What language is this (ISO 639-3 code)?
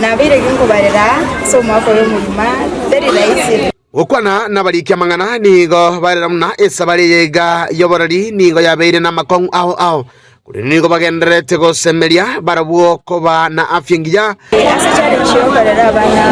guz